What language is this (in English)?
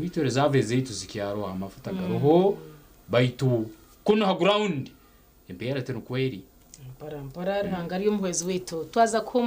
Nyankole